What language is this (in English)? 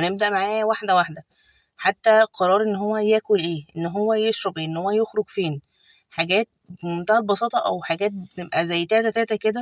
Egyptian Arabic